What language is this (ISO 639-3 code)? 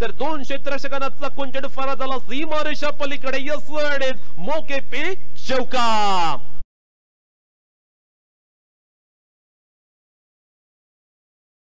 mar